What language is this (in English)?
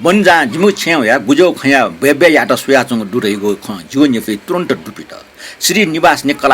Newari